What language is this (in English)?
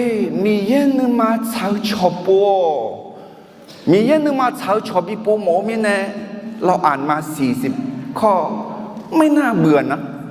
Akha